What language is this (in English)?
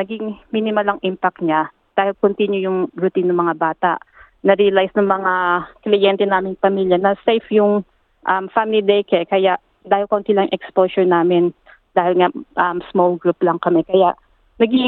Filipino